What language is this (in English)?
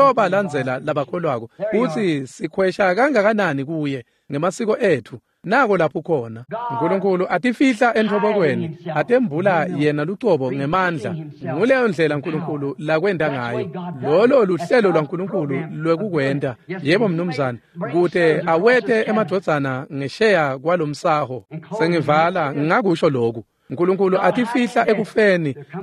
Swati